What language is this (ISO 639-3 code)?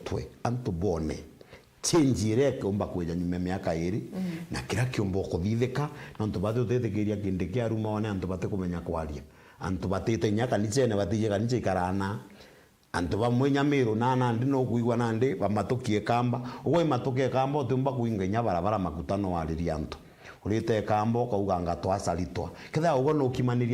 mer